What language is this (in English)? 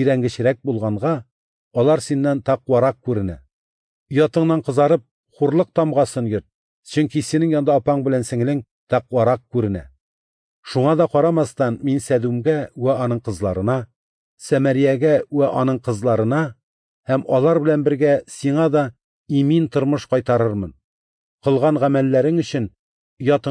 Tatar